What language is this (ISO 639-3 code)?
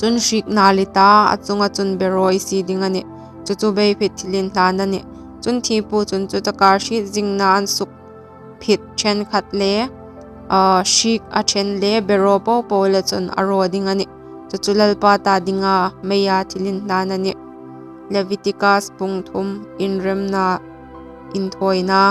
hmr